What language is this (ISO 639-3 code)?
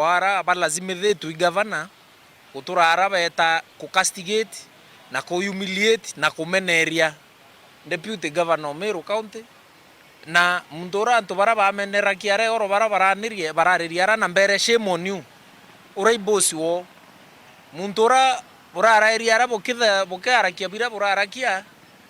mer